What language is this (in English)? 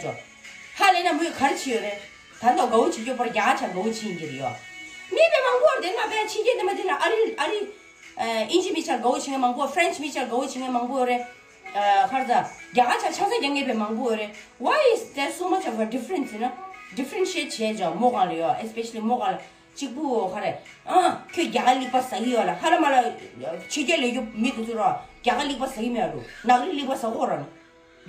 Tibetan